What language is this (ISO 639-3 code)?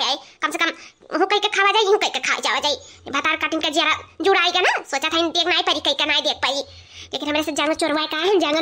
awa